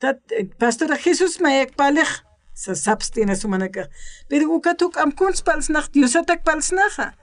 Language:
Aymara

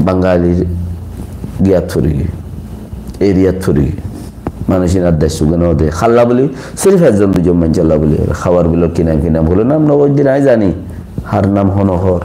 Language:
Rohingya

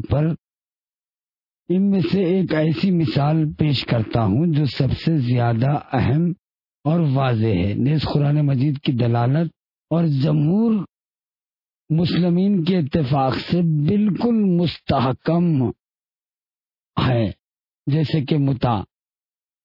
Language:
Urdu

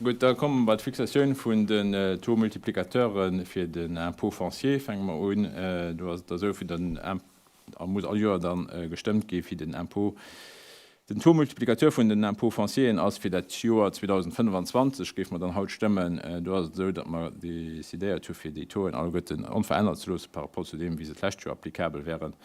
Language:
Luxembourgish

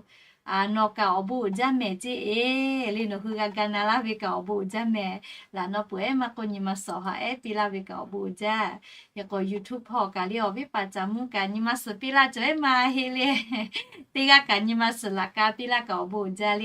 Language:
Lahu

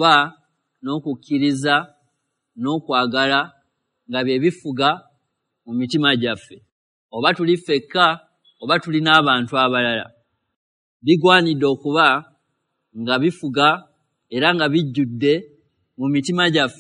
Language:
Ganda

